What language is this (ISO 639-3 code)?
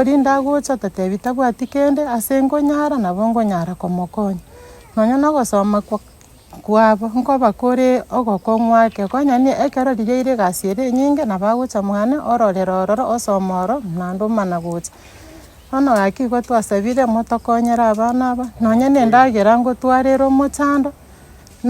guz